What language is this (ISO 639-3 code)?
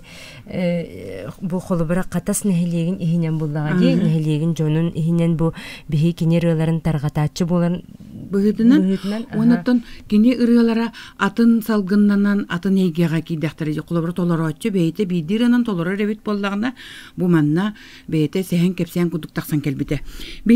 sah